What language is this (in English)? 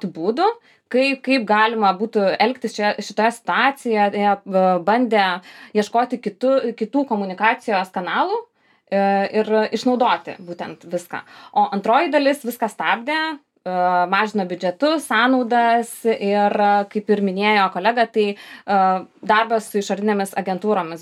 Lithuanian